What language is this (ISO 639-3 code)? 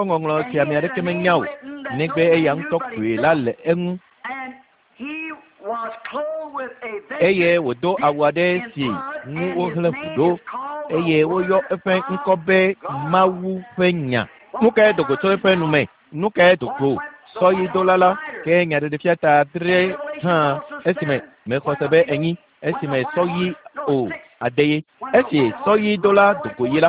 ewe